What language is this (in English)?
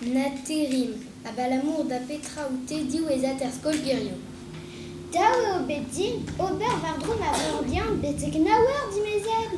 Breton